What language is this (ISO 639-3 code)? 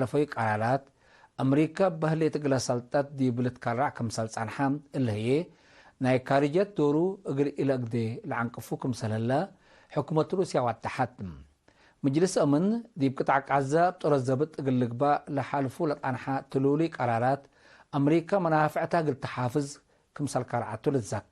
tig